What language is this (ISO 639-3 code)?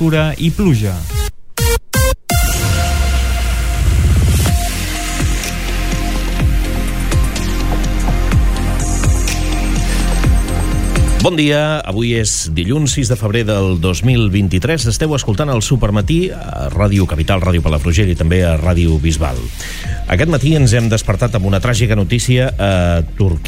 cat